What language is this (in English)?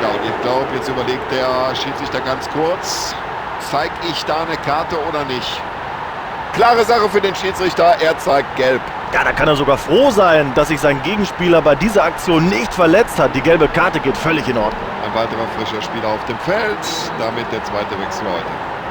Bavarian